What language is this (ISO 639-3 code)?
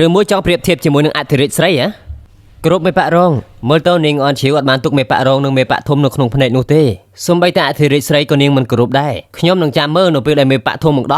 khm